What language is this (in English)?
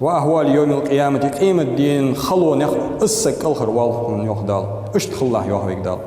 Ingush